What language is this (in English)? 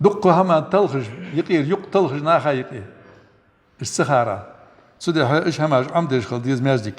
Ingush